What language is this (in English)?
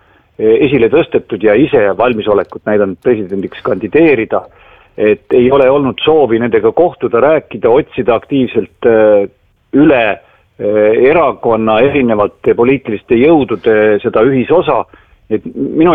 Estonian